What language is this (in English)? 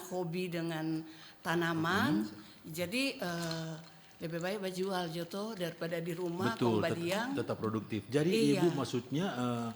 Manado Malay